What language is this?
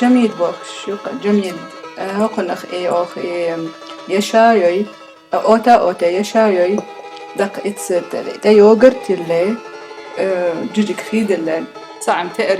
Chechen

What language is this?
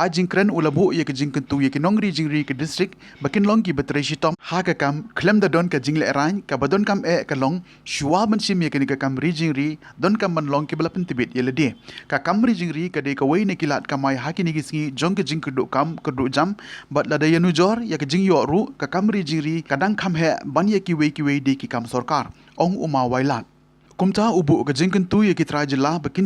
Khasi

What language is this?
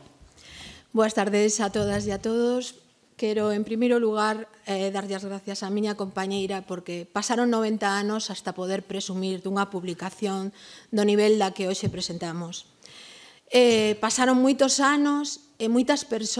Galician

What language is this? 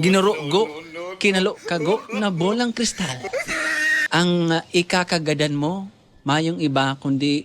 Bikol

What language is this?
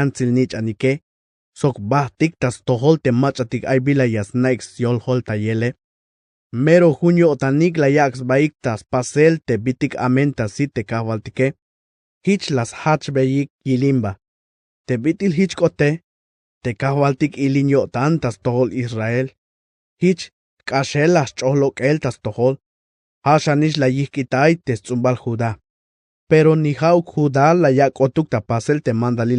Tzeltal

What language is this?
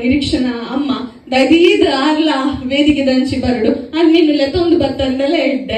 Tulu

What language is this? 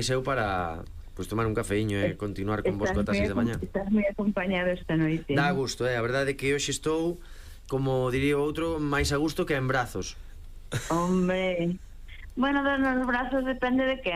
Galician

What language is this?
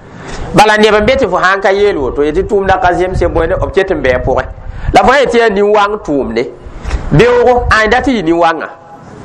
Mossi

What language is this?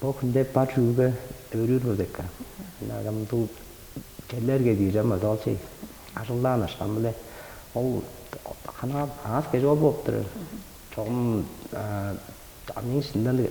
Tuvinian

